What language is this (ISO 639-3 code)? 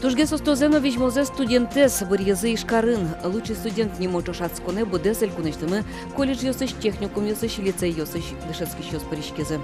udm